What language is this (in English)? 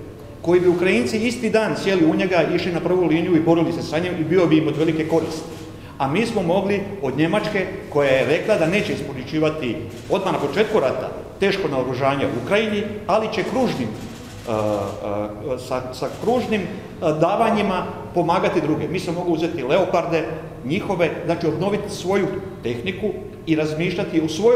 Croatian